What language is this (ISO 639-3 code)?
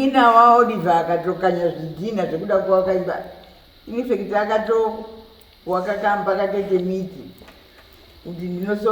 sna